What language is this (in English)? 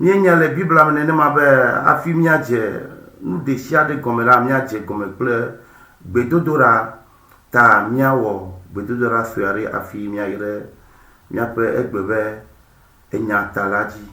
Ewe